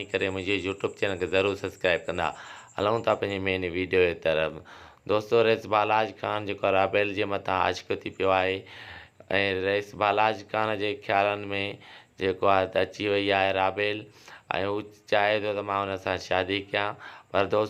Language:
Sindhi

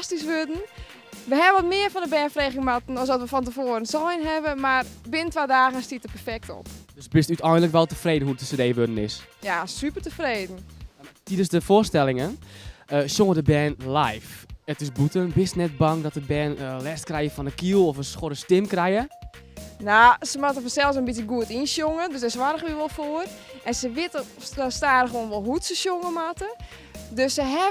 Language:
Western Frisian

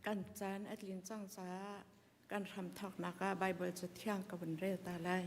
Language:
Hakha Chin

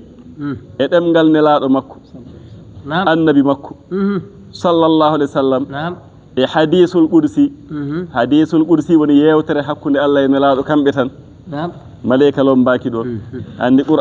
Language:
Fula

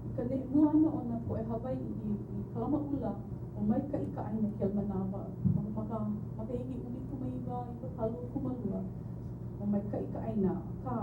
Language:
Hawaiian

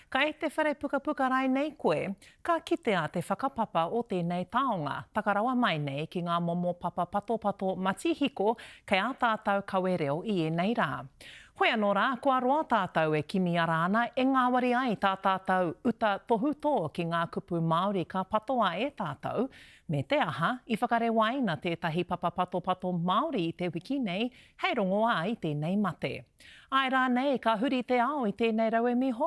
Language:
Māori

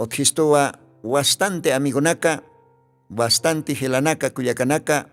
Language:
Aymara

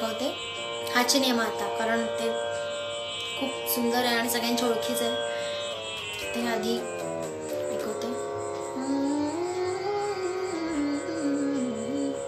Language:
Marathi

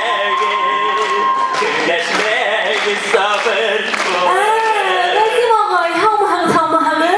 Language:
Bashkir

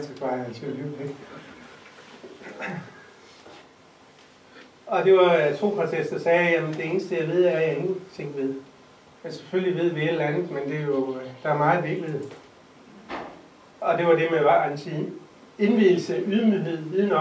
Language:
Danish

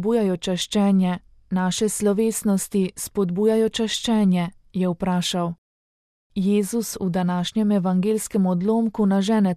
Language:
Slovenian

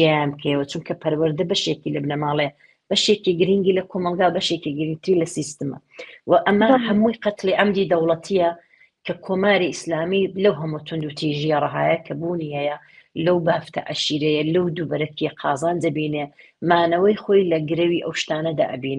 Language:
Central Kurdish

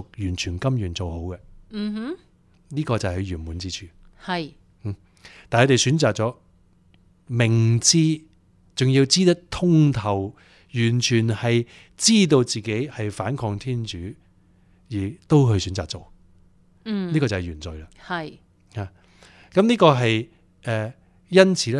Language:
Cantonese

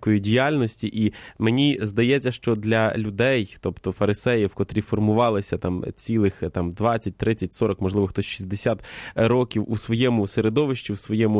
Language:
Ukrainian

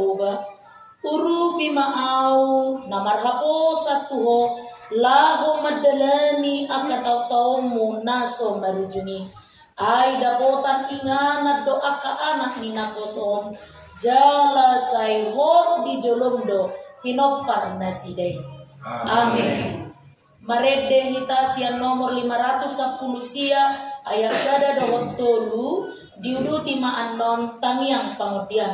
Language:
Batak Toba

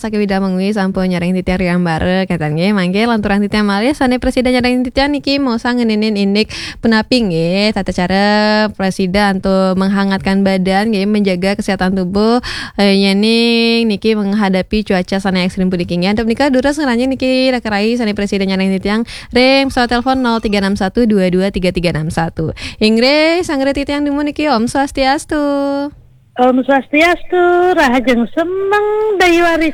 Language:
Balinese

